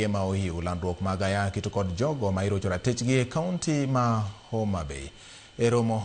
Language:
Luo (Kenya and Tanzania)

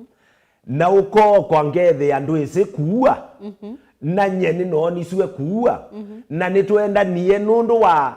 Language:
Kamba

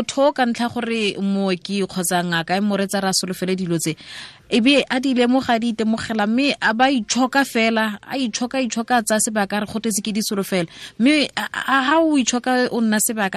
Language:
Tswana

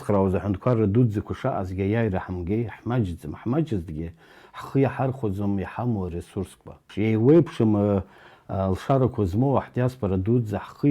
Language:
Abkhazian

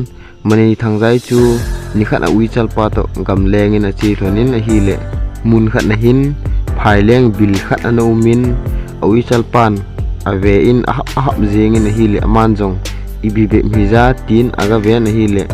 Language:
Thado Chin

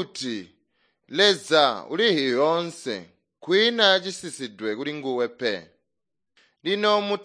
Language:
Tonga (Zambia)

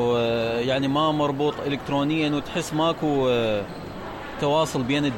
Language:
Mesopotamian Arabic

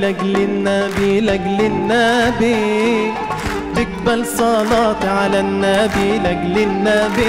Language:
Egyptian Arabic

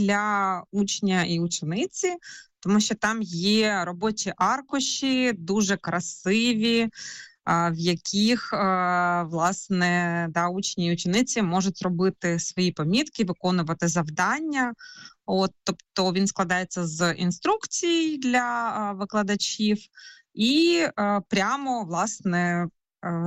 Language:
Ukrainian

